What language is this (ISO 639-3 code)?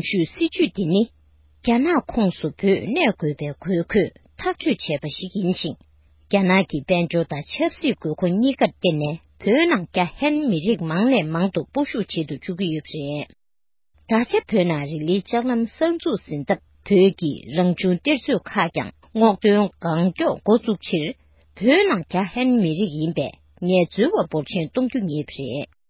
bod